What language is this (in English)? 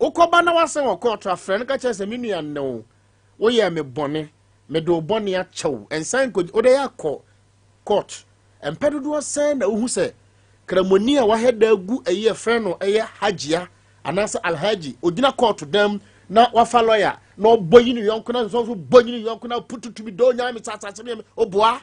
Akan